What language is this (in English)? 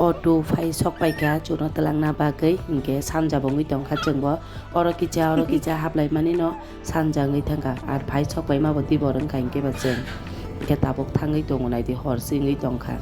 Kok Borok